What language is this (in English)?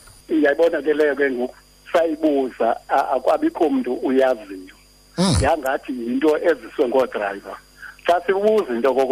Xhosa